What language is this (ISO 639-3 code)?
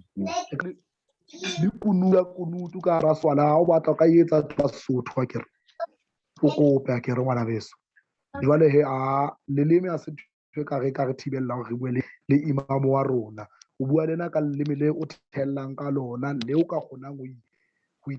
sot